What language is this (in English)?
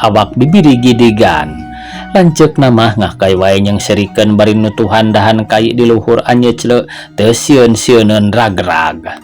Sundanese